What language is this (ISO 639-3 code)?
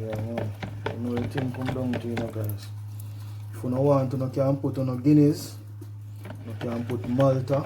jam